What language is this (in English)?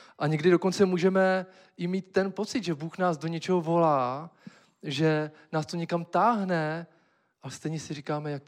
Czech